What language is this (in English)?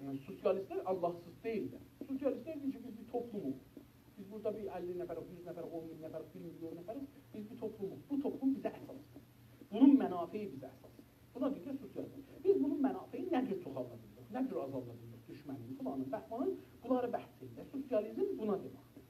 South Azerbaijani